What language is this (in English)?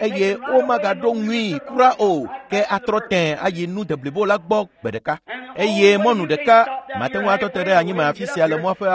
Ewe